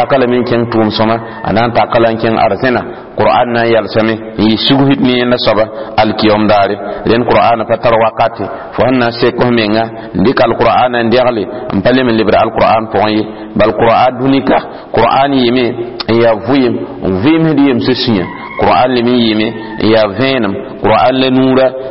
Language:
Mossi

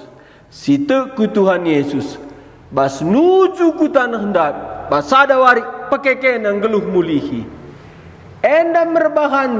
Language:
Batak Karo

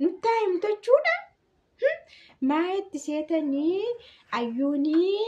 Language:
Oromo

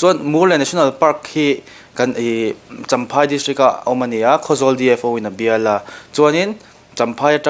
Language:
Mizo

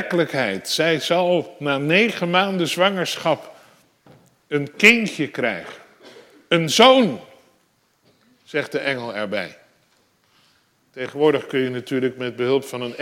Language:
Dutch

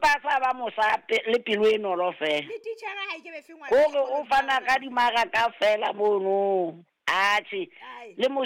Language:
Southern Sotho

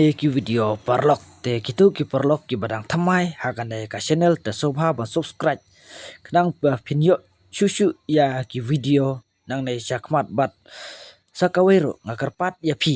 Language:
Khasi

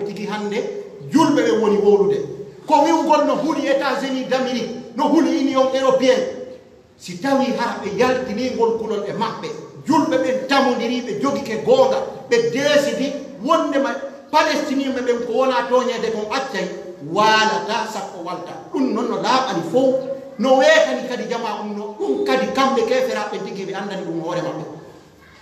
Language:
Pular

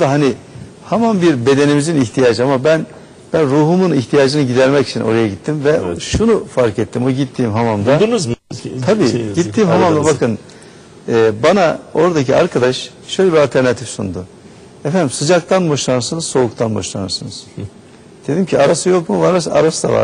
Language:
Turkish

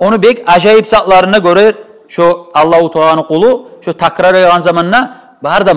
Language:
Kumyk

